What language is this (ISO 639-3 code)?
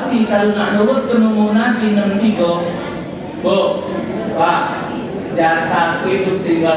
mui